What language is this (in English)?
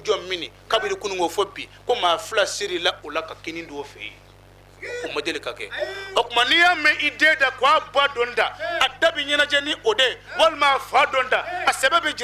Bambara